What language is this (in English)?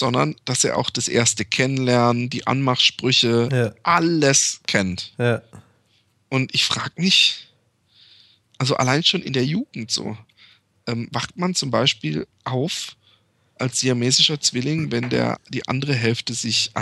German